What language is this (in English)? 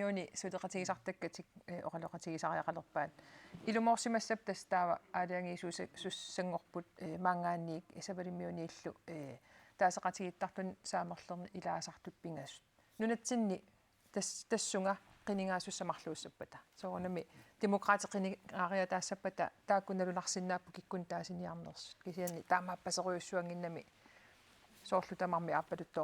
Kalaallisut